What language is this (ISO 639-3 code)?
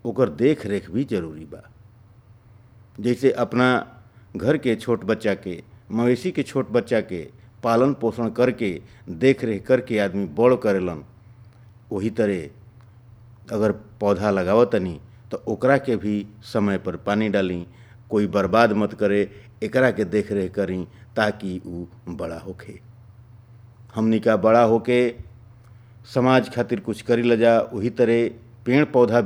bho